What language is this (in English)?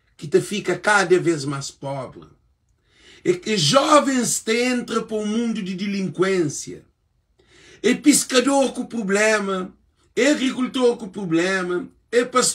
Kabuverdianu